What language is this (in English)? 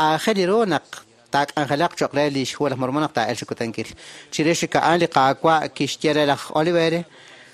Kekchí